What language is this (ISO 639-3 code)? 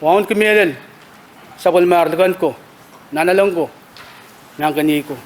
pon